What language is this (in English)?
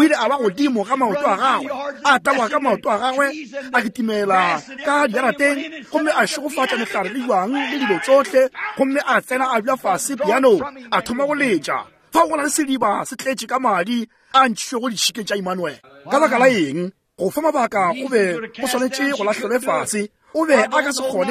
Northern Sotho